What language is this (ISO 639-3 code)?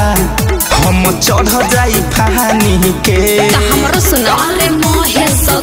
bho